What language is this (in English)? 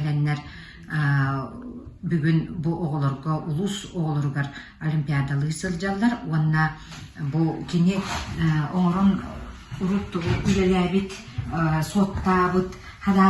Yakut